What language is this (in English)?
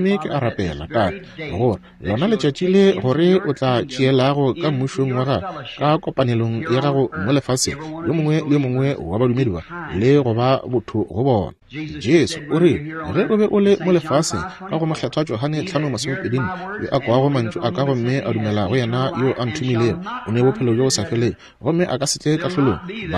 Northern Sotho